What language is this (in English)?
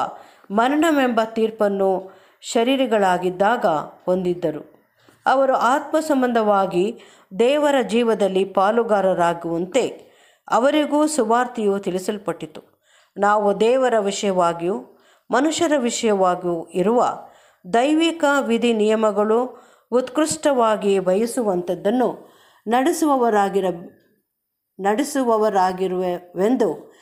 Kannada